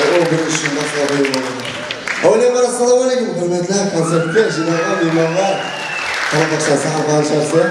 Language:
Kara-Kalpak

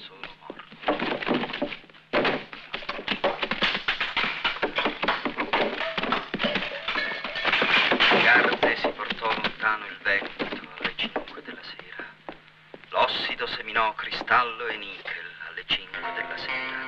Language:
Italian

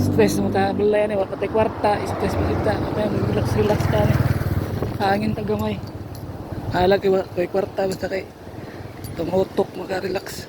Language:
Cebuano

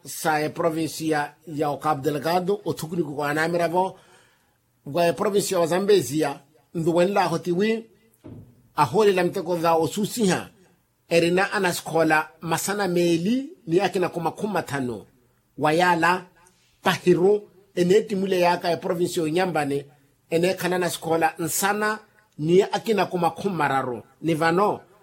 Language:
Makhuwa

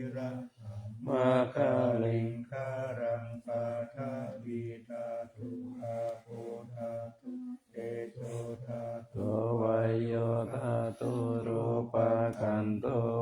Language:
Pali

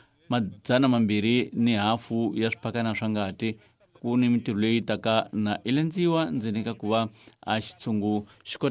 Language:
Tsonga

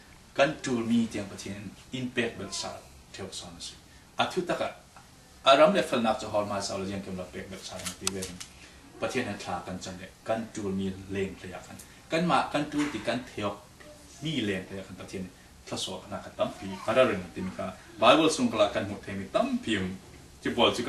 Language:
Falam Chin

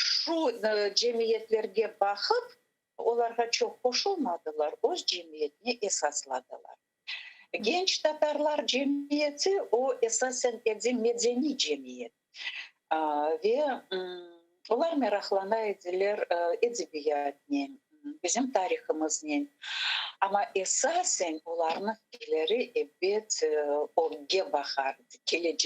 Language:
Crimean Tatar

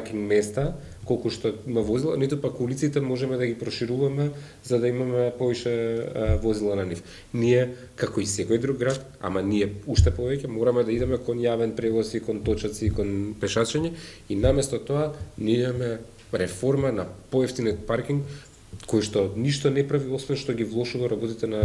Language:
Macedonian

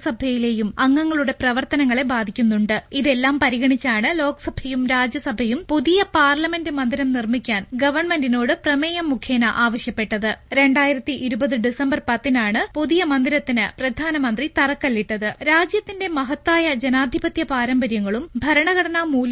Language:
Malayalam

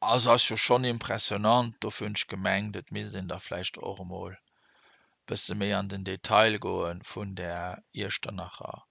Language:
Luxembourgish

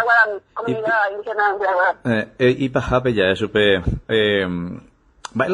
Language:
Guarani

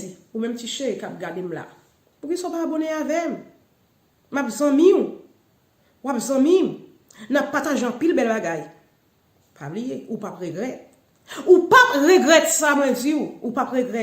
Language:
Haitian Creole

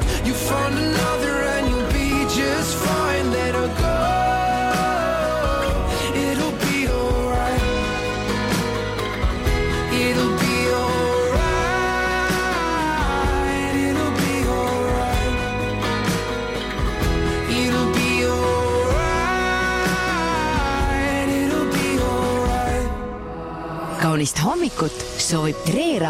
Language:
Estonian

